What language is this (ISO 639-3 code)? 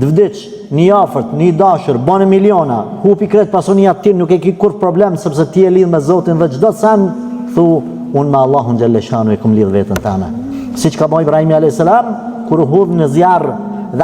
sqi